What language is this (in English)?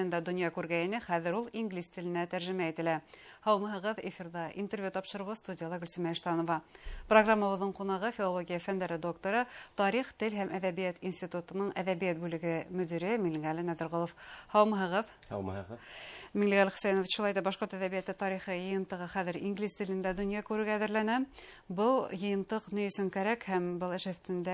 Bashkir